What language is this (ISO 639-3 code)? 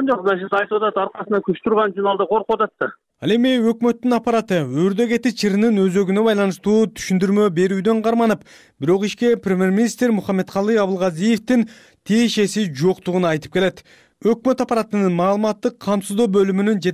kir